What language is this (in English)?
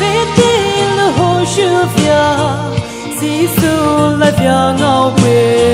Poumei Naga